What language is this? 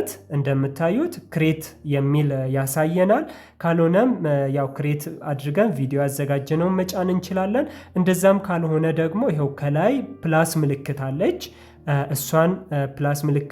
Amharic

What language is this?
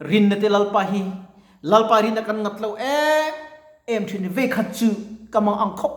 Mizo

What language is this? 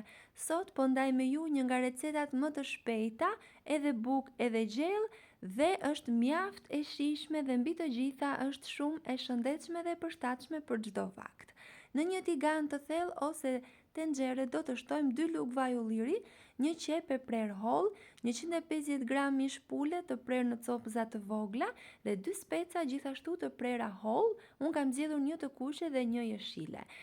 Albanian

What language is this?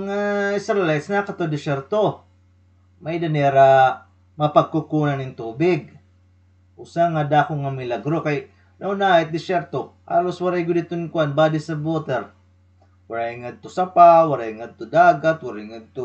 Waray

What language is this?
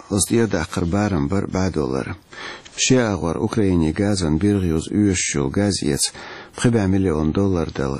Chechen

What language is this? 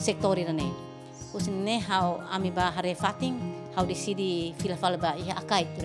Tetum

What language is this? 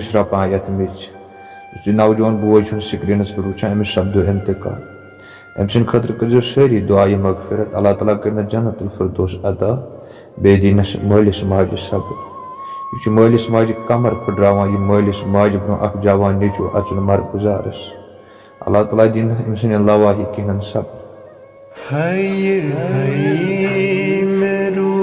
Kashmiri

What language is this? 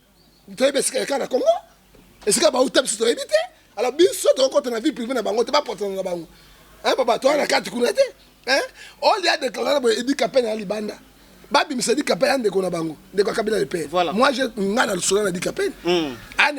Lingala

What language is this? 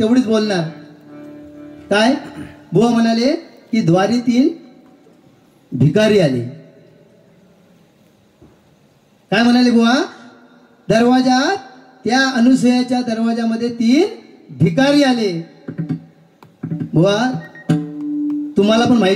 Marathi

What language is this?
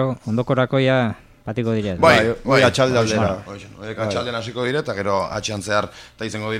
Basque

